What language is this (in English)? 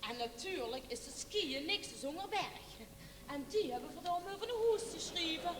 Limburgish